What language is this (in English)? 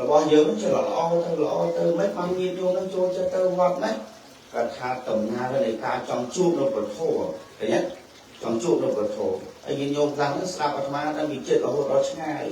Khmer